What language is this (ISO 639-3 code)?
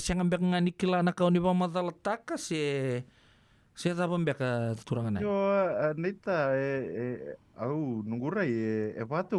fij